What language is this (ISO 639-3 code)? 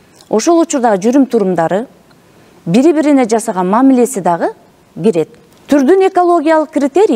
kir